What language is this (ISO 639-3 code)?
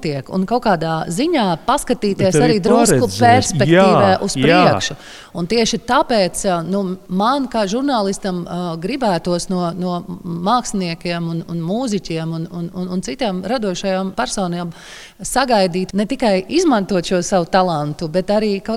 lav